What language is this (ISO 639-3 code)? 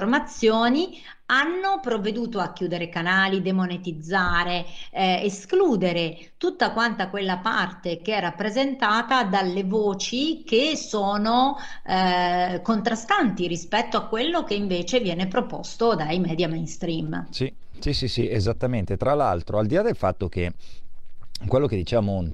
ita